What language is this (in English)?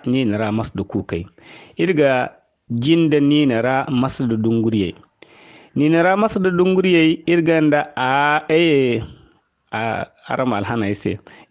Zarma